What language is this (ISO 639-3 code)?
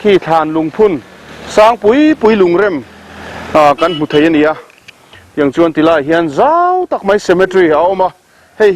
lus